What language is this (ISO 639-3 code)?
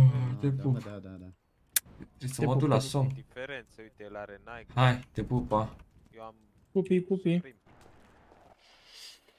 ron